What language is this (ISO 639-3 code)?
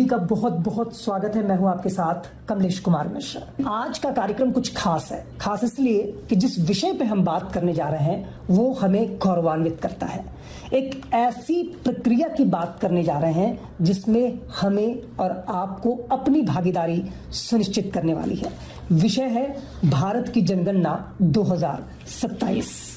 hin